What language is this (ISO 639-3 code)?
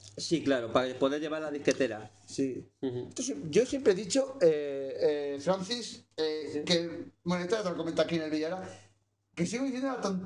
spa